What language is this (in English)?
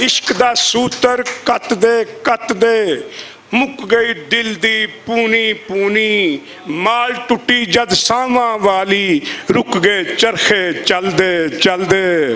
Western Panjabi